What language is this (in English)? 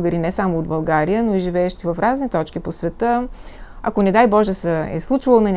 Bulgarian